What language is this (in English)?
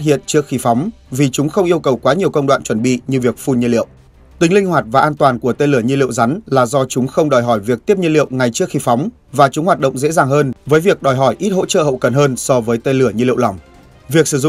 Vietnamese